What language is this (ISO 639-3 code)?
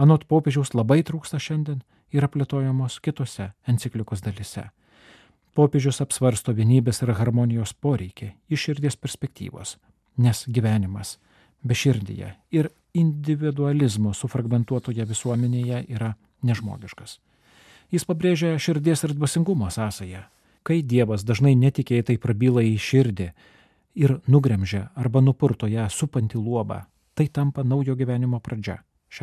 lit